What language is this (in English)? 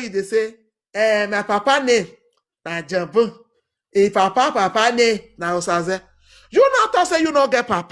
Nigerian Pidgin